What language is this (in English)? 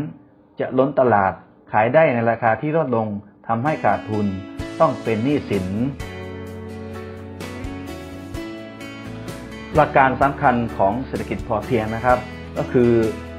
Thai